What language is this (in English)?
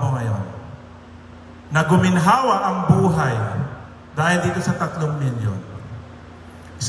Filipino